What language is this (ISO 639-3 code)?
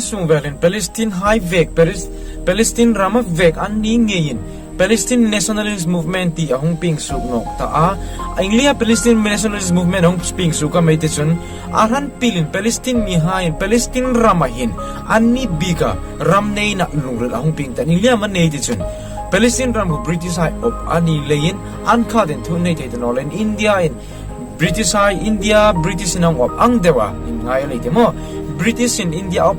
hmr